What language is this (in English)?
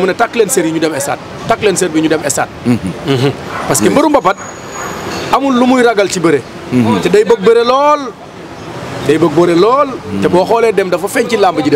Wolof